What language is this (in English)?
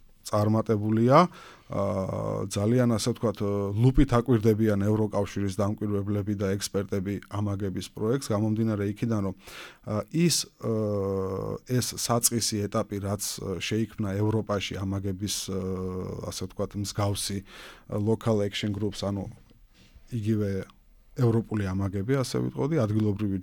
Georgian